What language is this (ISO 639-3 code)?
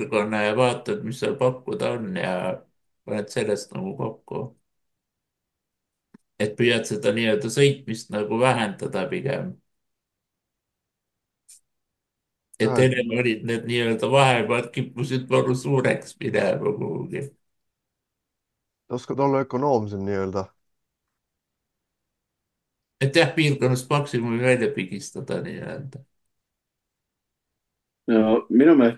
est